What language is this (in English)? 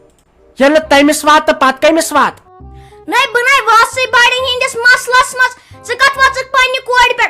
Kashmiri